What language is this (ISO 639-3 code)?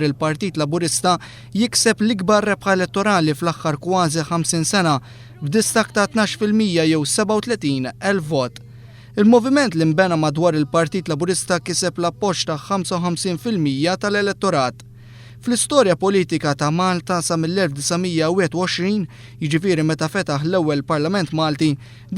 mlt